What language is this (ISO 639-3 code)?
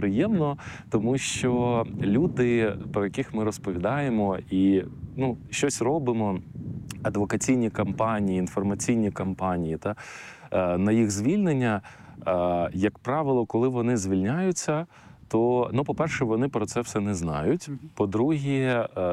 ukr